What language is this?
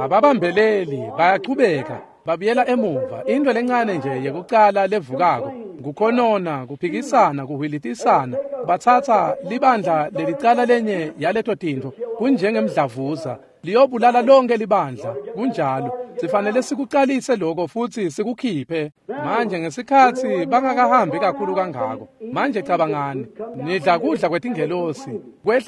Swati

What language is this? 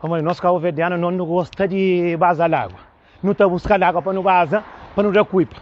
Kabuverdianu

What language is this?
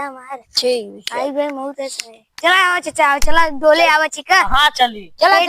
Awadhi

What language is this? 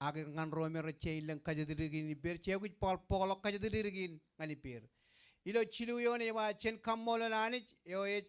Marshallese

